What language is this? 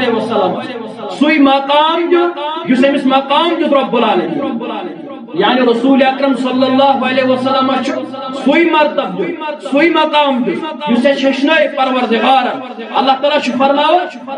Kashmiri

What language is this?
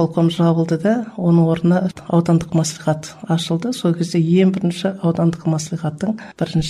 Kazakh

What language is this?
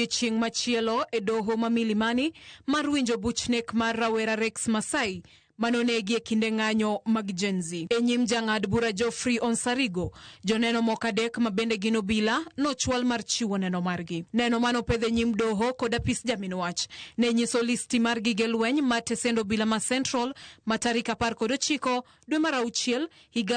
Luo (Kenya and Tanzania)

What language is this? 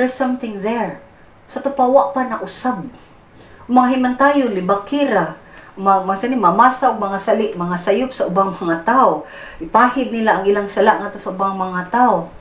Cebuano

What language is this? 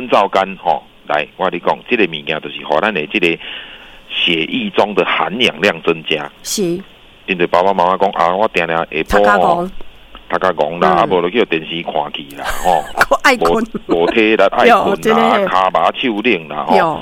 Min Nan Chinese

